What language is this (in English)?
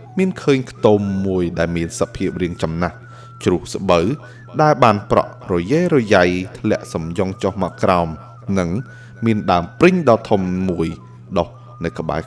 Khmer